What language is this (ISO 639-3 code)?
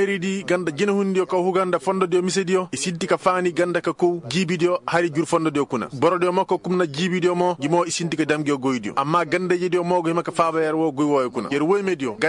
ses